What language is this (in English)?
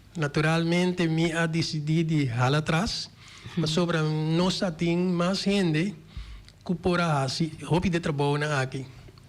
Papiamento